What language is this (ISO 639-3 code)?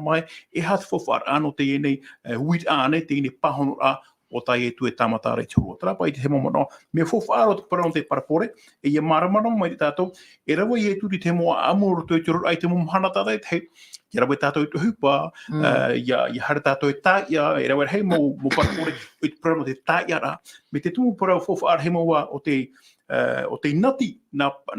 tah